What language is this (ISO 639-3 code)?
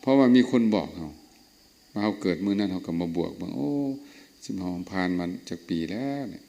lao